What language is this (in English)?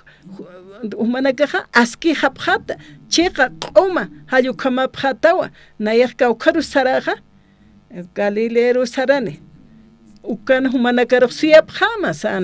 Aymara